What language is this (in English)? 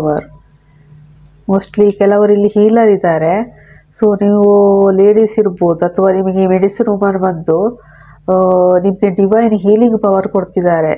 Kannada